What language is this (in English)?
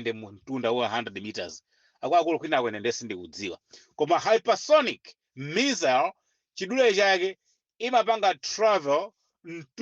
Nyanja